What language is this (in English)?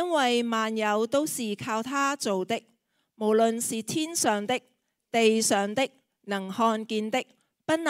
Cantonese